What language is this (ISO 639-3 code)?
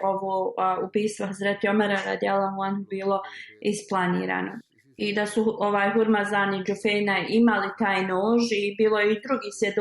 bos